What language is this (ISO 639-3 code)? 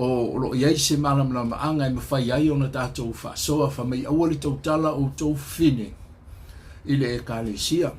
smo